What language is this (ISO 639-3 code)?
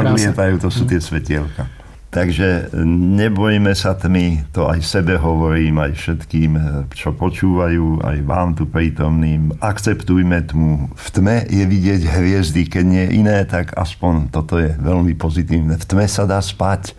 slk